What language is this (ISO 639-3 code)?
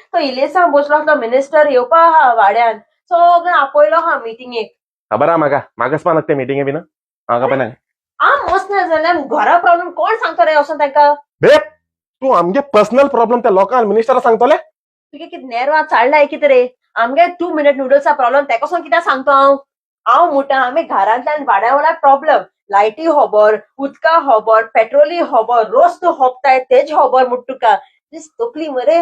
kok